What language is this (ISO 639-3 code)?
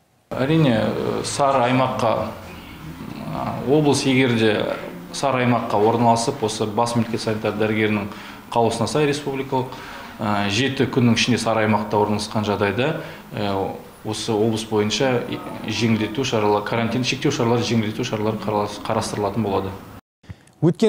kaz